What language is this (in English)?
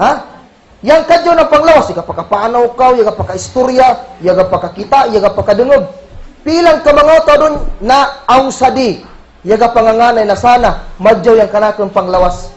Kagan Kalagan